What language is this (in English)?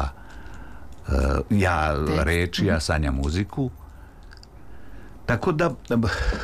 Serbian